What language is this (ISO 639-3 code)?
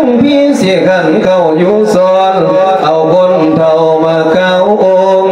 lao